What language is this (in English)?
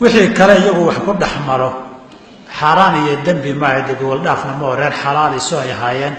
Somali